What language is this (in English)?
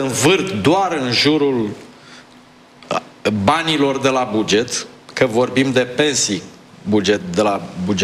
Romanian